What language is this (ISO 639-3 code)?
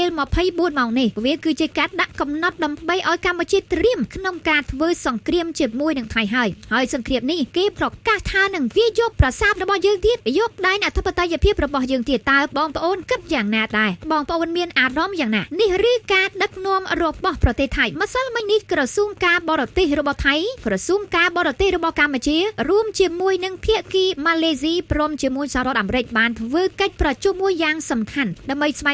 khm